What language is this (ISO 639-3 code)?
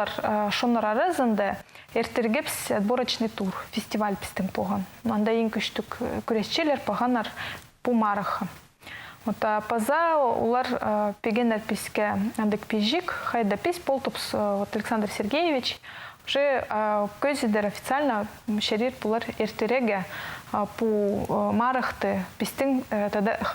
kjh